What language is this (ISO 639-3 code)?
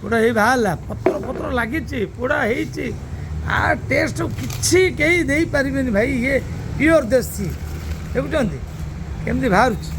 ori